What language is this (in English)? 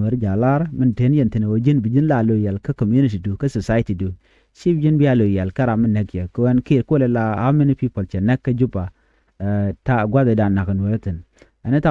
Nuer